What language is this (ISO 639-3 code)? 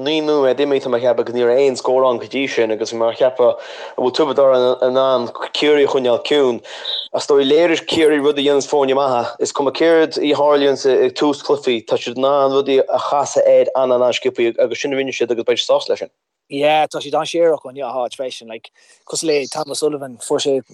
gle